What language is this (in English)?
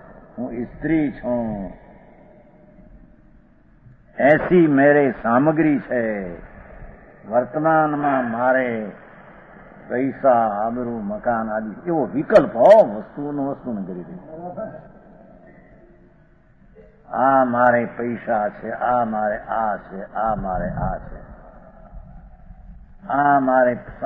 Gujarati